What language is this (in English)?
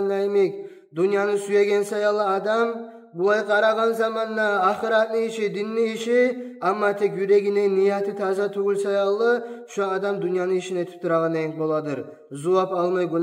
Kumyk